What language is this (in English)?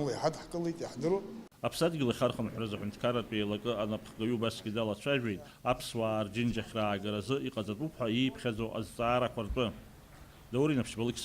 Abkhazian